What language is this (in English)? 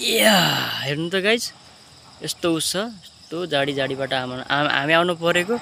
Nepali